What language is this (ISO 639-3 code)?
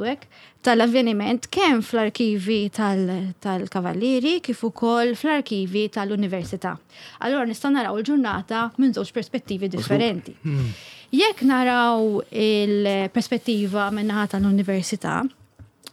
mlt